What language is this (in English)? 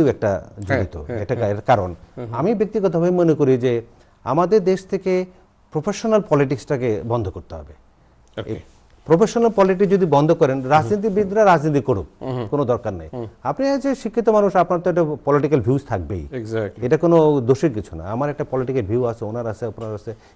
Bangla